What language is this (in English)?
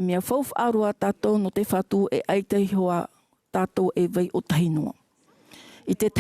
Tahitian